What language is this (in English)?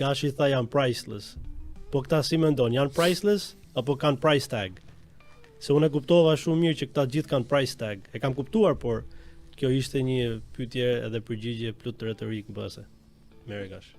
Albanian